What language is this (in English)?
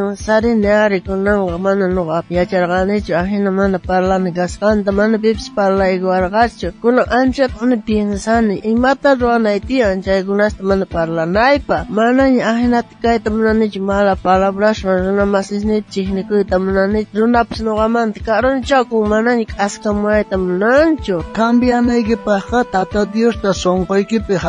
South Bolivian Quechua